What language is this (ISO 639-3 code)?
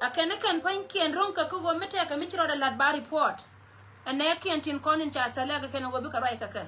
nus